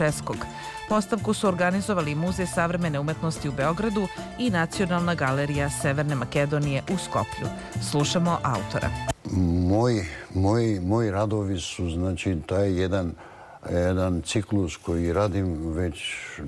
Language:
Serbian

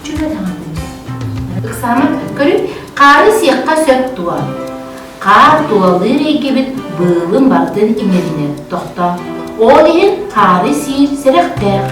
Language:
Yakut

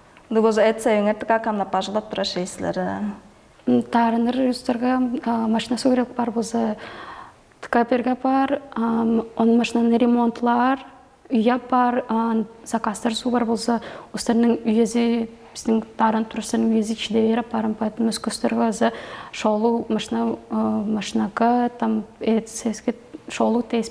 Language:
Tuvinian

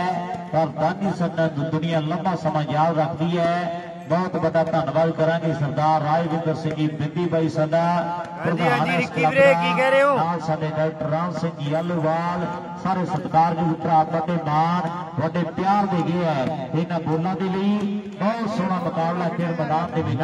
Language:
Punjabi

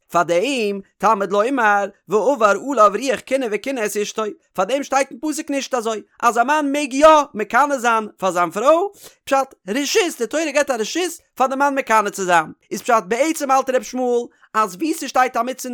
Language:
Yiddish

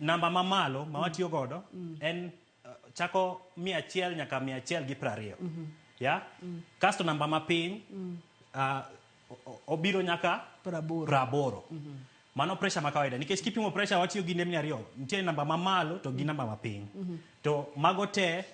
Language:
Luo (Kenya and Tanzania)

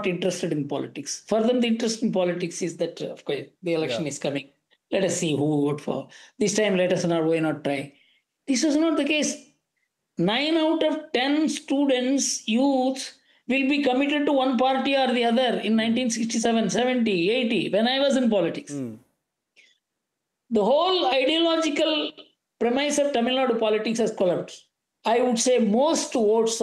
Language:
English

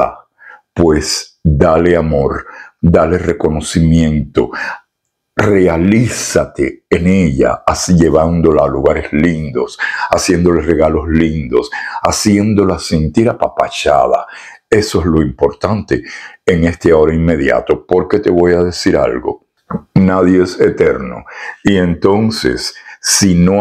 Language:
Spanish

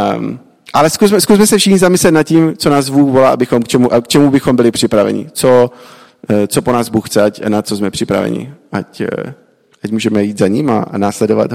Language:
Czech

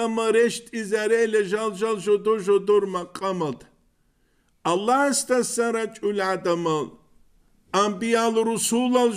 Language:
Avaric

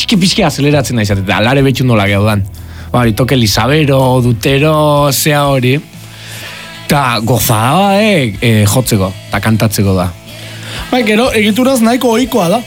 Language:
Basque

